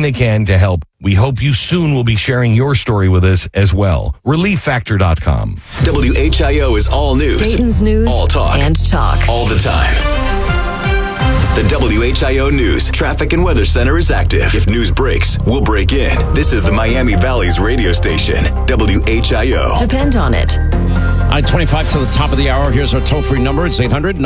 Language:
English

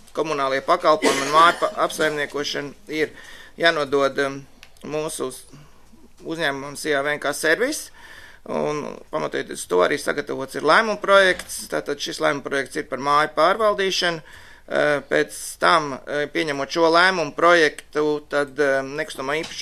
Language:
Latvian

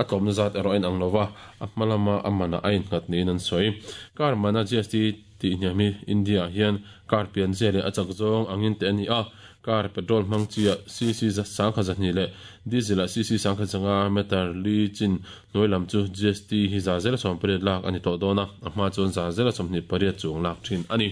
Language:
Mizo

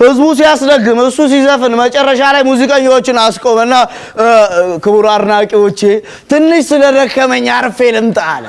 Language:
Amharic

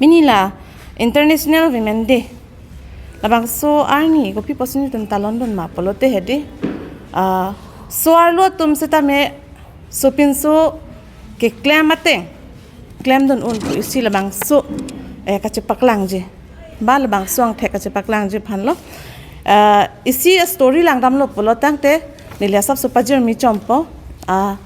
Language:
Karbi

